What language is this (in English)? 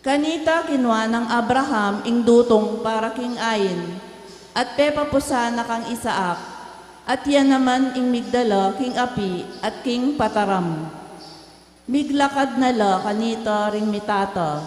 Pampanga